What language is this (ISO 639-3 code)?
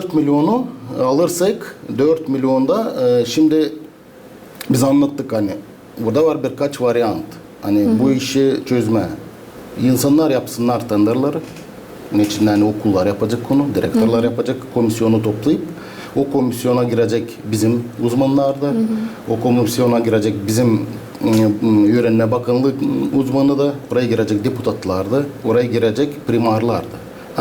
gag